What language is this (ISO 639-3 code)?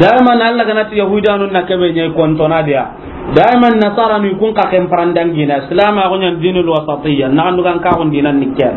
snk